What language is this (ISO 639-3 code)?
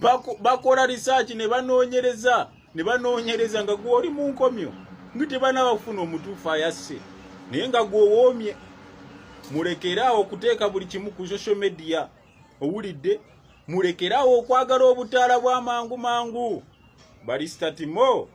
lug